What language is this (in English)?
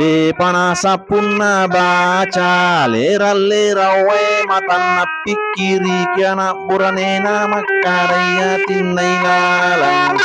Buginese